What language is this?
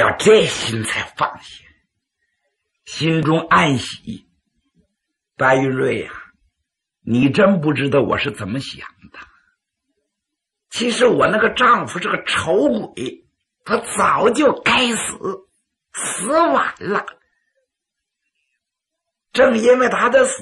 Chinese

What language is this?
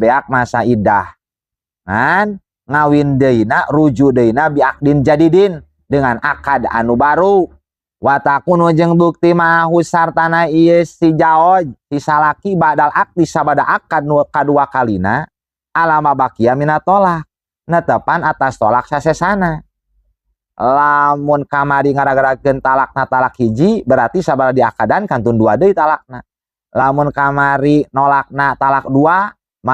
Sundanese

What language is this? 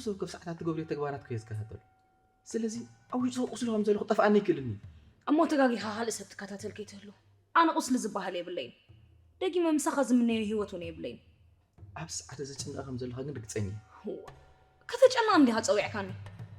Tigrinya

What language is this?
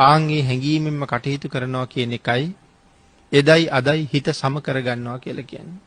Sinhala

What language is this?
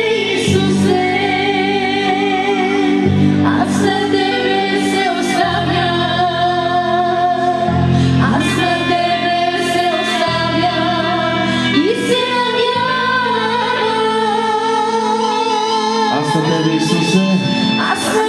Bulgarian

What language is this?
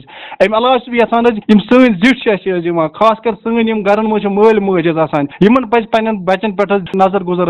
Kashmiri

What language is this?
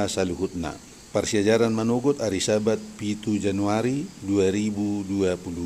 Batak Toba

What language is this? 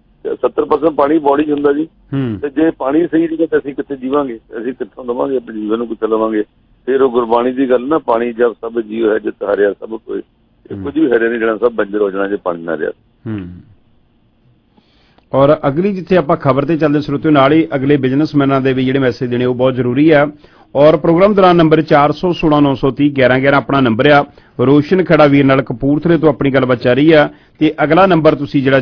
Punjabi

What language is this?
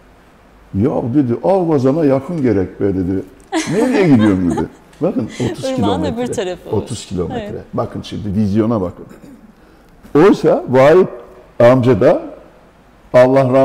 Turkish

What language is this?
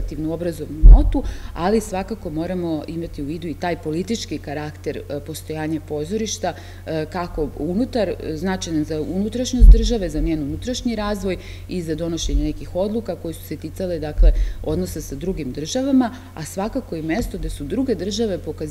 Serbian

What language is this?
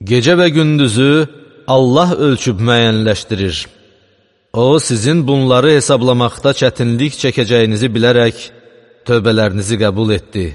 Azerbaijani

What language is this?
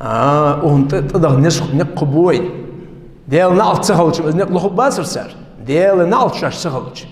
Ingush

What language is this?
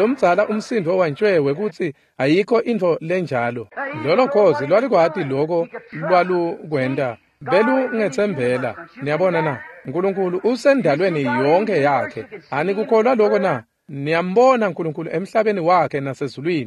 Swati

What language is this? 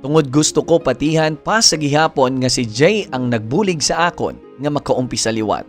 Hiligaynon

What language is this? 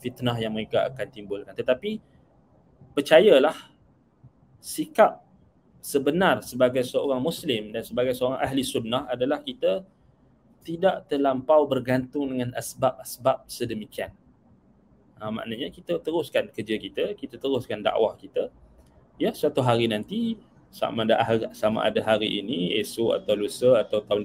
Malay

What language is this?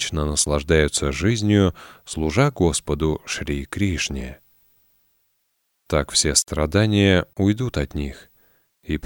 Russian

